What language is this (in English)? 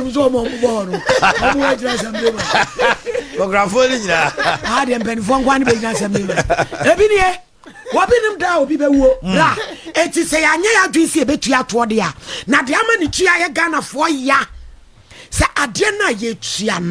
Akan